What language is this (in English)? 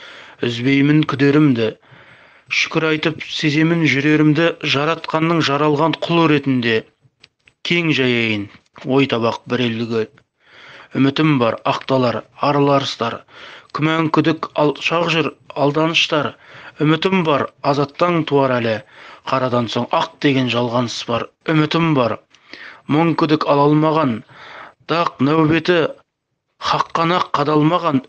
Kazakh